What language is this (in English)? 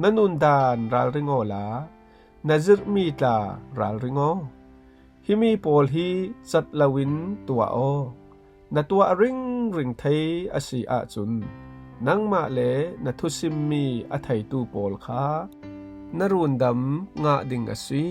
Falam Chin